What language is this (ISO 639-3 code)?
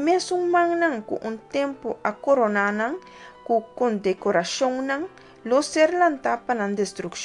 pap